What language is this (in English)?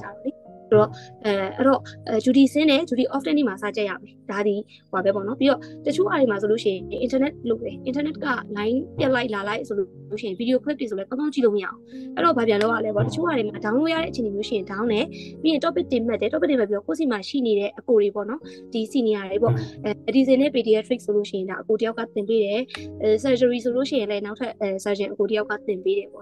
Burmese